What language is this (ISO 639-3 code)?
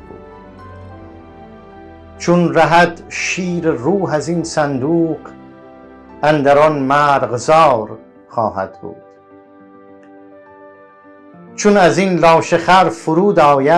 fas